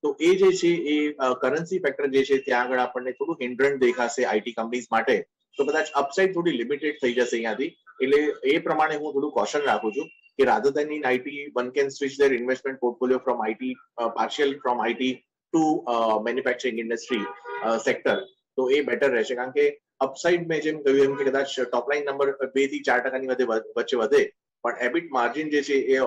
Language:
Gujarati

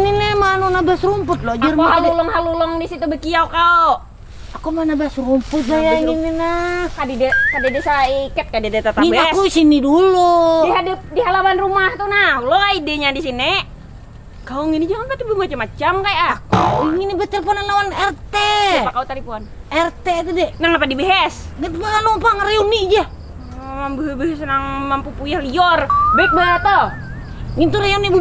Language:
Banjar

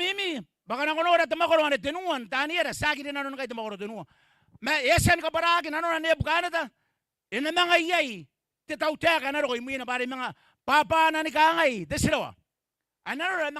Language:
Gilbertese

